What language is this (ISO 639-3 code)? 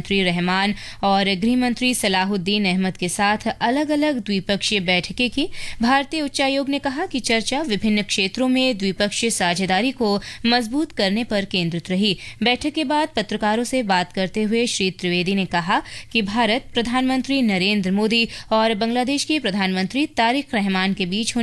hin